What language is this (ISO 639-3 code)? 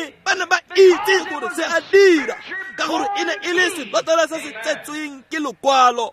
tsn